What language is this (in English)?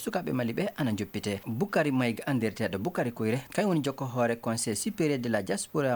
Fula